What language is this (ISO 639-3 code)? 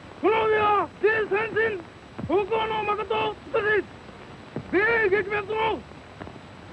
jpn